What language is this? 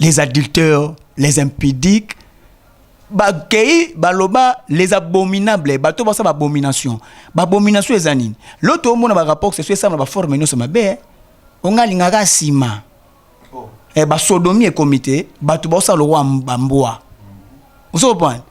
Lingala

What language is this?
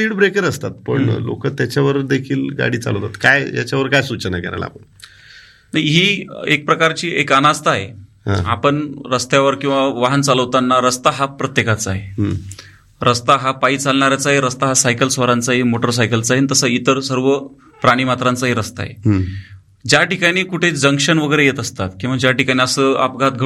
Marathi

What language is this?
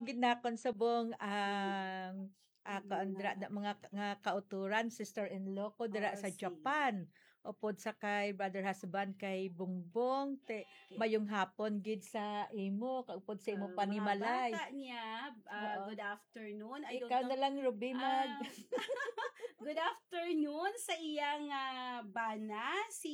Hiligaynon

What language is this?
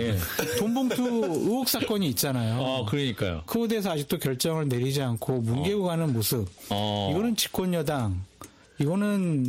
Korean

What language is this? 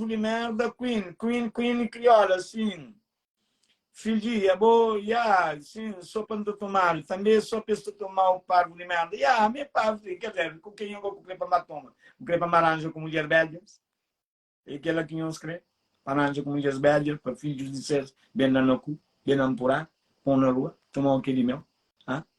Kabuverdianu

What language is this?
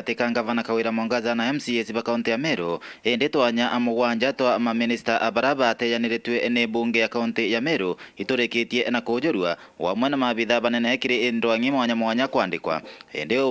Meru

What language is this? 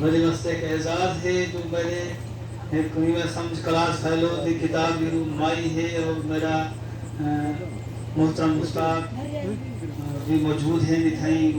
Saraiki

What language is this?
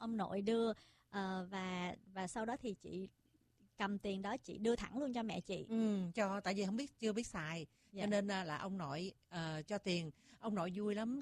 Vietnamese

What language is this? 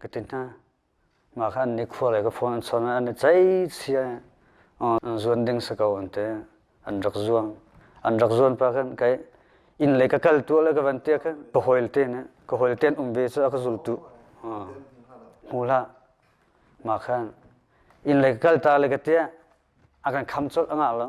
Hakha Chin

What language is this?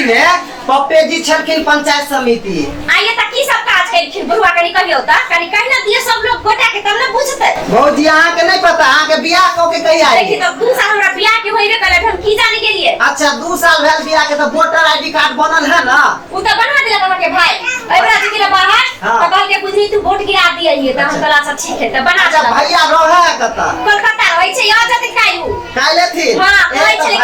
Maithili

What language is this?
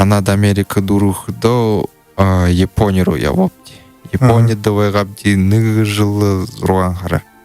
Buriat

